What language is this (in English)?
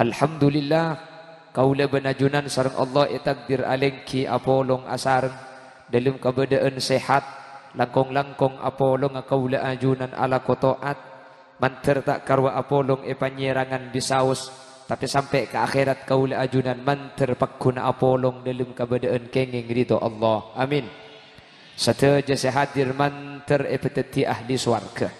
Madurese